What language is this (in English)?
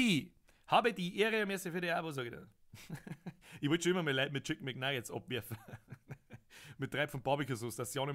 Bavarian